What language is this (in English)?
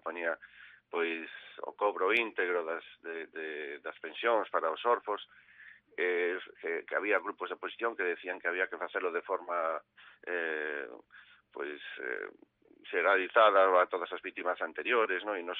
Galician